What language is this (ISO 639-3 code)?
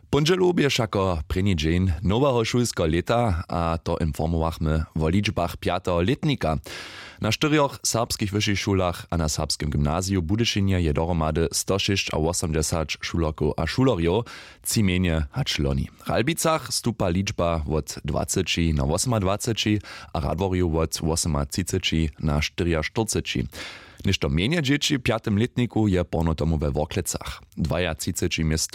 hsb